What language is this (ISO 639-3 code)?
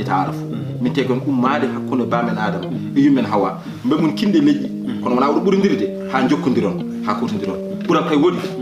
ful